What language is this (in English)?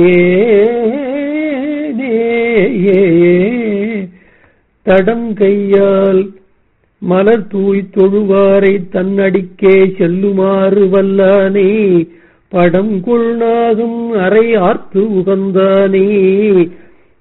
Tamil